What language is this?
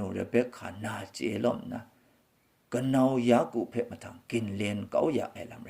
Kachin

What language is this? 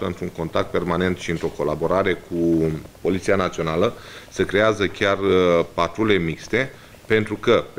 Romanian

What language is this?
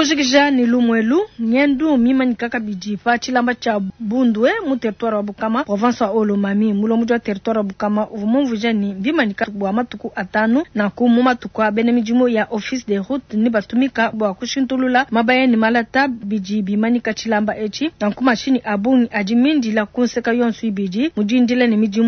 Luba-Lulua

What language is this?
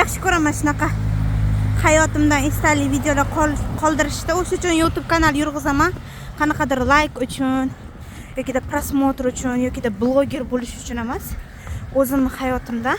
Uzbek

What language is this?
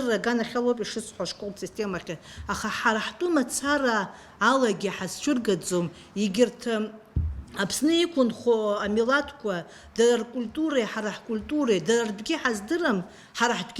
Abkhazian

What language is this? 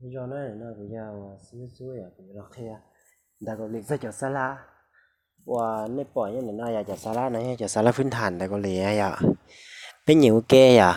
Hmong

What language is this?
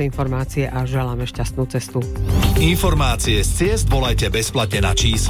Slovak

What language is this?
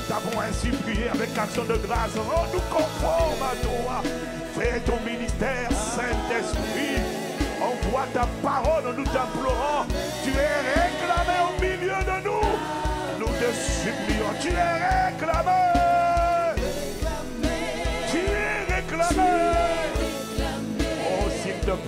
French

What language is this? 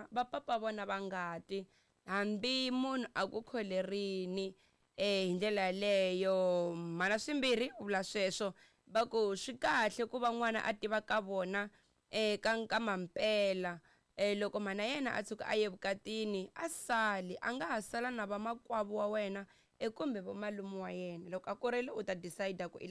Tsonga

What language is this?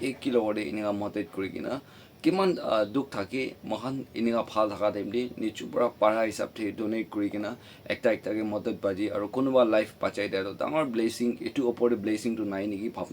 Naga Pidgin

